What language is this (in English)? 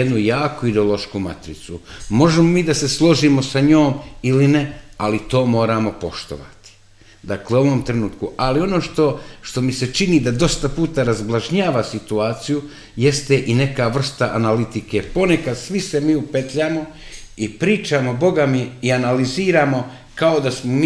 Serbian